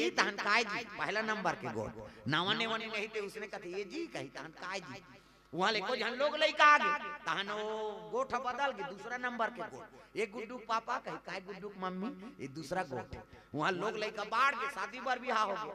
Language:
Chhattisgarhi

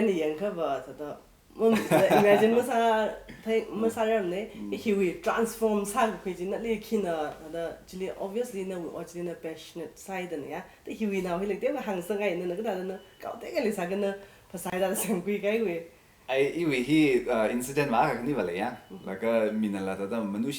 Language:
Tangkhul Naga (India)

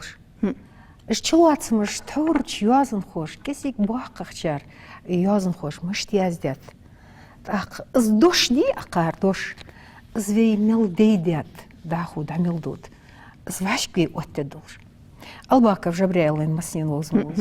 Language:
Ingush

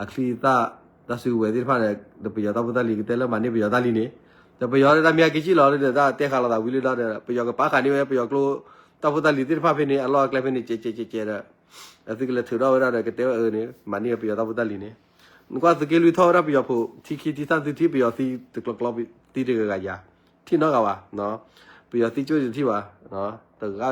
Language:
S'gaw Karen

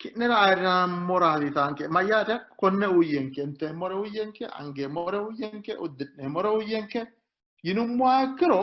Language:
Sidamo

